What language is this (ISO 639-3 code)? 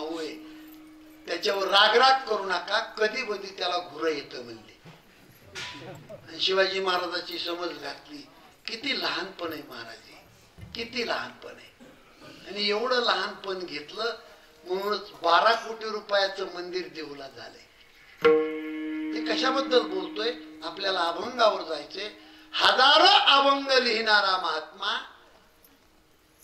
mar